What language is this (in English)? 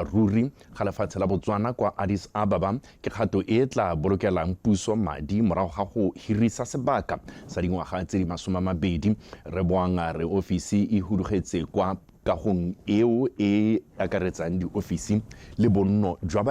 Tswana